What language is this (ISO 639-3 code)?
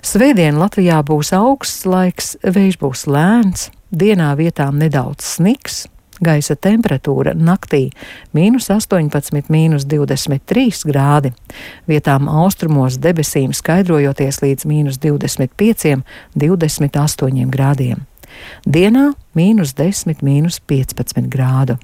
lav